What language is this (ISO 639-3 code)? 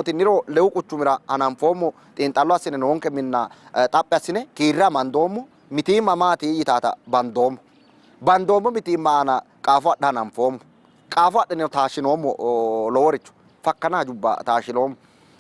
sid